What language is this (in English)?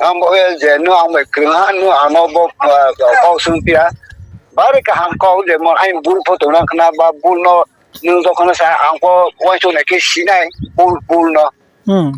Riang (India)